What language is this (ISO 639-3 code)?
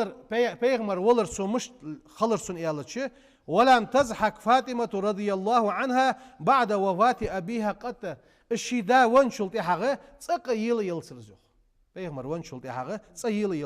inh